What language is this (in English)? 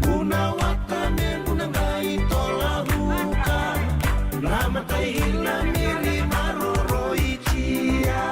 Fijian